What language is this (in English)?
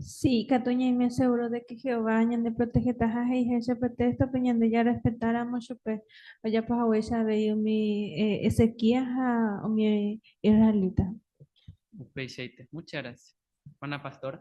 Guarani